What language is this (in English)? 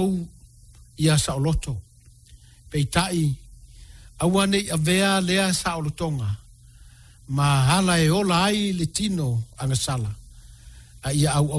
Samoan